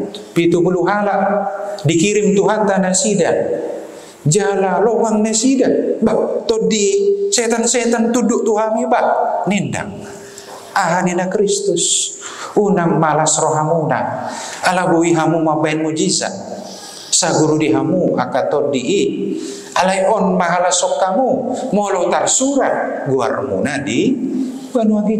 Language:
Batak Toba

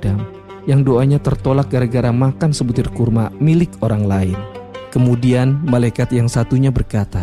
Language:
Indonesian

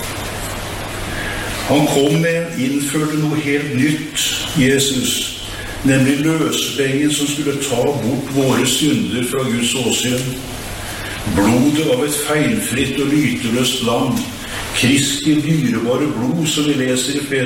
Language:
Norwegian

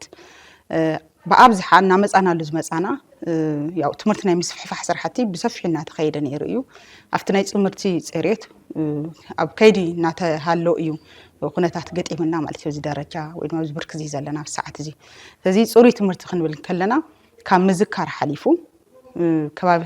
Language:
Tigrinya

